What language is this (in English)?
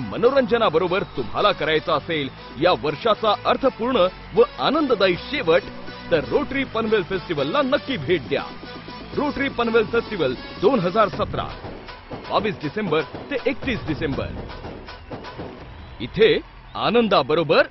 Marathi